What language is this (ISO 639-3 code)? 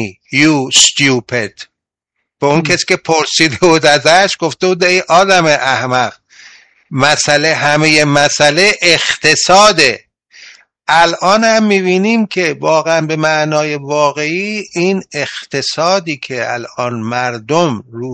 fas